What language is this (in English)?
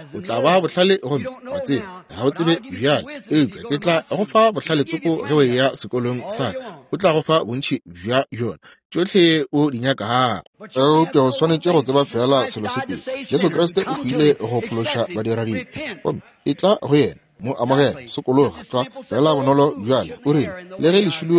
Northern Sotho